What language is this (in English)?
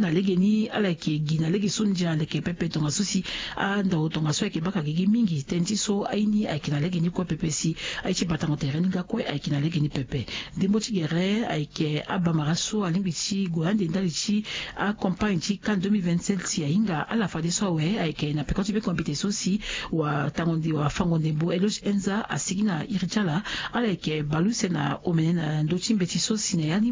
Sango